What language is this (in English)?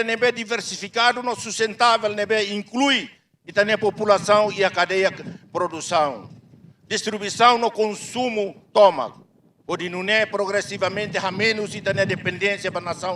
Tetum